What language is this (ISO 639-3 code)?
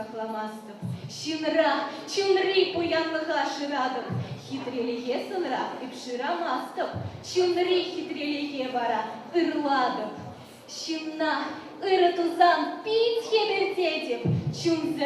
chv